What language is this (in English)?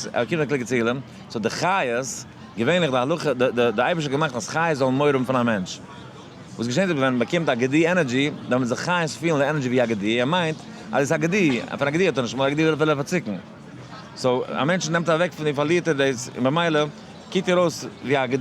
Yiddish